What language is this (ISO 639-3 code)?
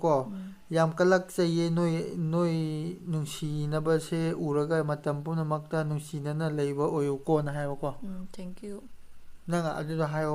mni